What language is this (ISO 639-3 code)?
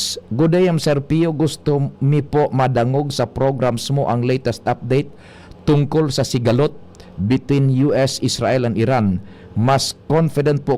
bik